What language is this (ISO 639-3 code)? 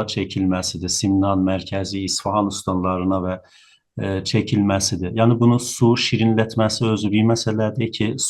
azb